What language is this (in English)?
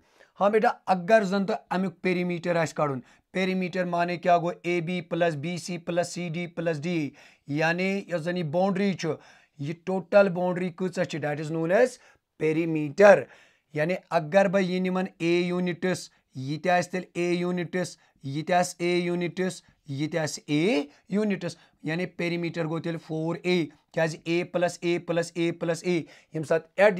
Kashmiri